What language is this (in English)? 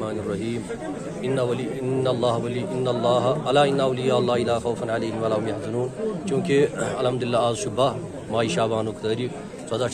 Kashmiri